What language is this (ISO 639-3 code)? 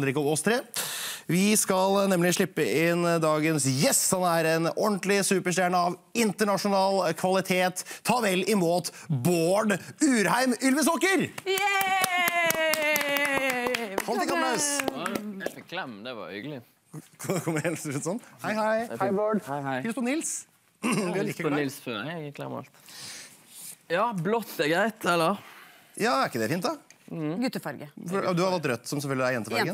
nor